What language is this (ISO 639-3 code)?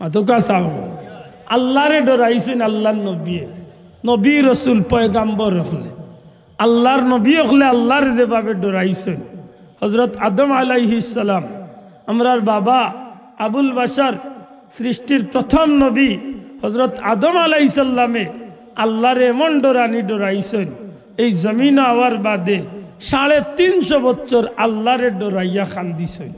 syl